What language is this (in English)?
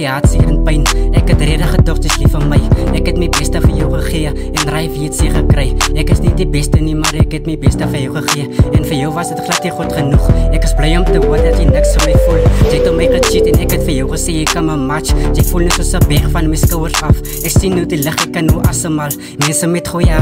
Afrikaans